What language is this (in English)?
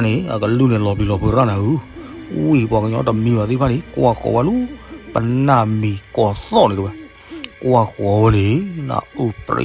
S'gaw Karen